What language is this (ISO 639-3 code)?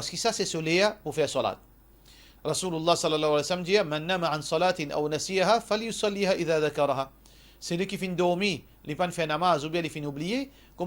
mfe